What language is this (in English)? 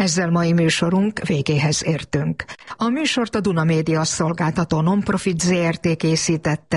Hungarian